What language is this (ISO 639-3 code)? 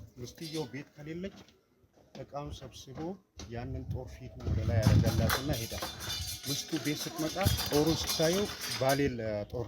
amh